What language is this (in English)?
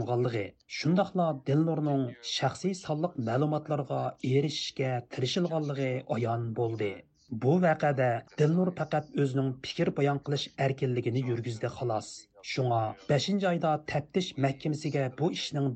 Uyghur